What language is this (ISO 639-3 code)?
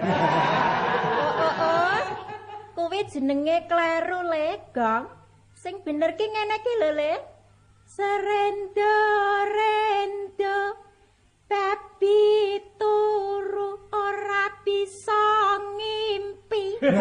jav